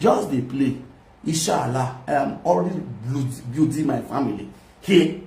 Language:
Nigerian Pidgin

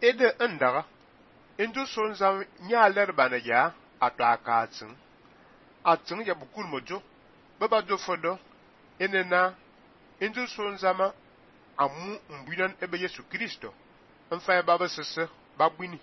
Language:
Fang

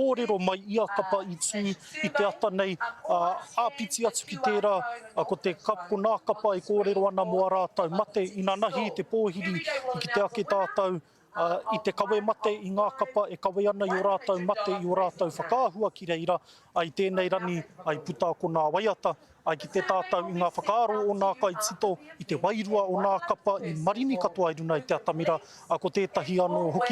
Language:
Māori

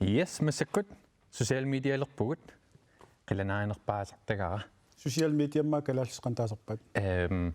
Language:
Kalaallisut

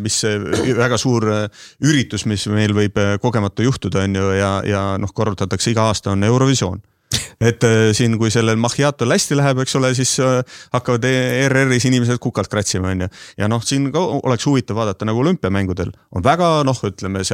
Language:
Estonian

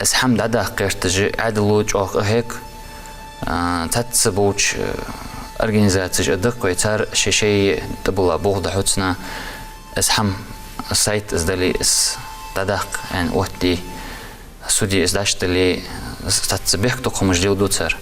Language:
Ingush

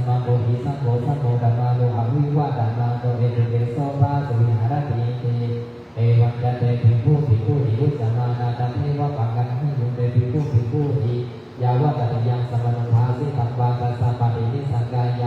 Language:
Pali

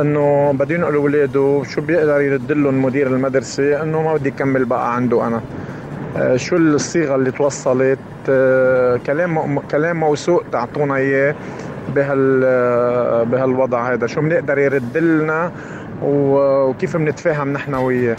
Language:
North Levantine Arabic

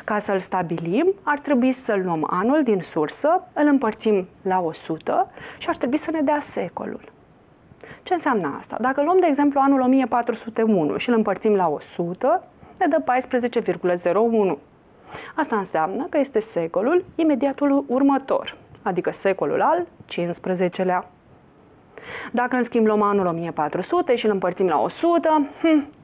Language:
Romanian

